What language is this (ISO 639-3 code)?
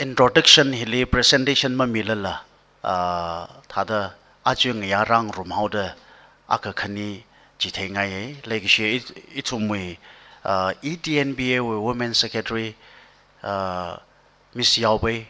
nmf